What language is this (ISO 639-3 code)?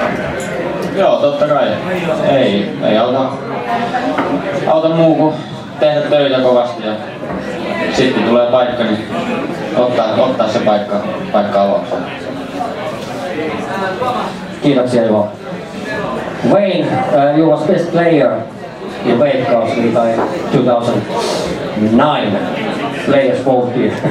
fin